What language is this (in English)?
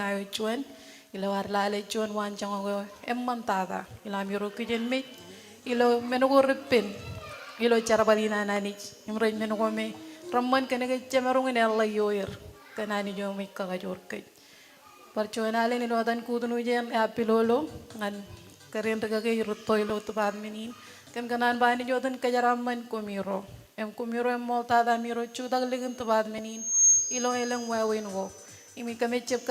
Marshallese